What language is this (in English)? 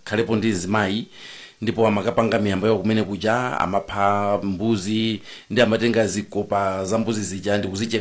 Nyanja